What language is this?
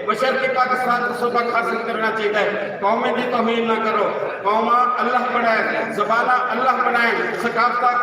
Saraiki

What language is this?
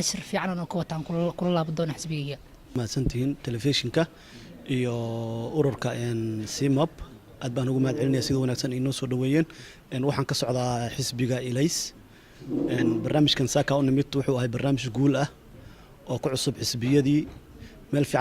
Somali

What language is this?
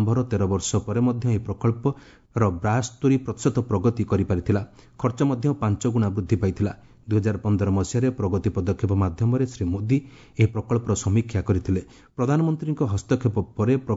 Odia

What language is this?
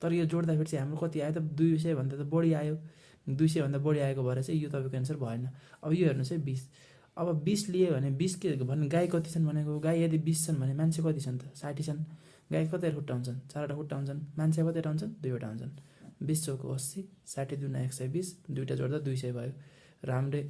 Nepali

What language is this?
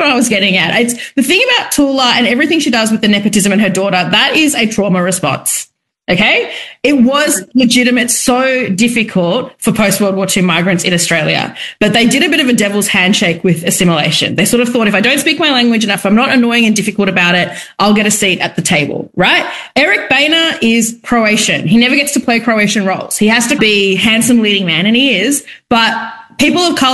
English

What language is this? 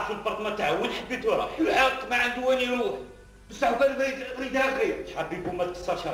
Algerian Arabic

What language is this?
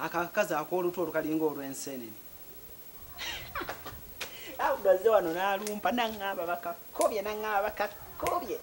Ganda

